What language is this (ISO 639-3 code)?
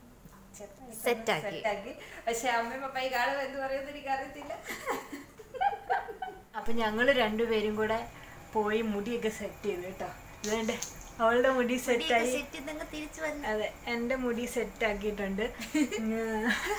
mal